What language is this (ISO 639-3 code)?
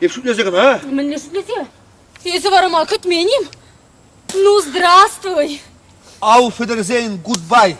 chv